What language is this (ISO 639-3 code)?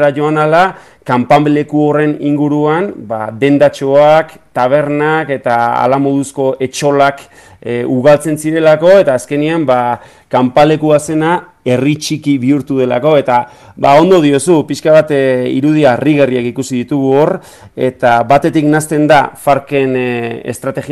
eus